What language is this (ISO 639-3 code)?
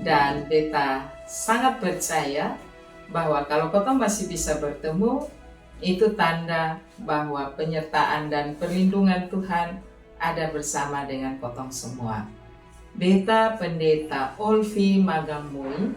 mkn